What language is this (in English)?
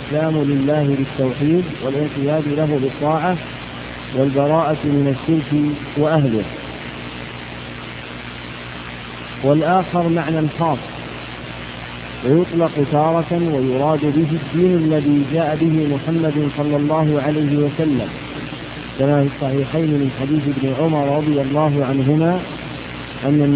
Arabic